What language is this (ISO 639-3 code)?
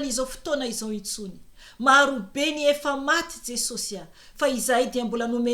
mlg